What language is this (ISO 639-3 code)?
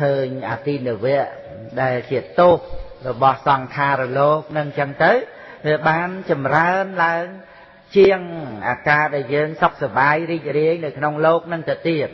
khm